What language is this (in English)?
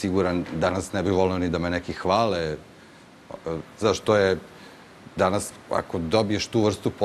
Serbian